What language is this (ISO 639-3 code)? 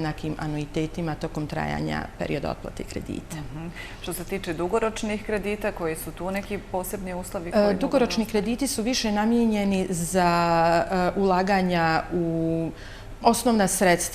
bos